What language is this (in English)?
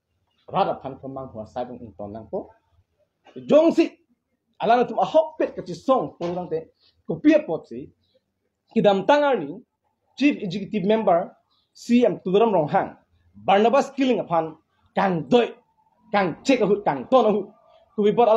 Karbi